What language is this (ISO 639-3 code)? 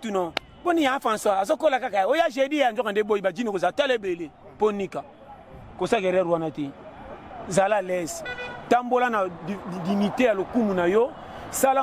lin